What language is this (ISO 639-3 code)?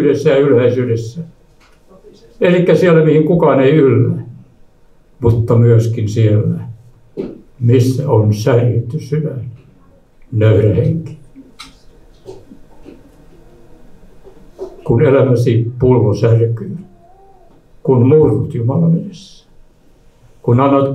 fin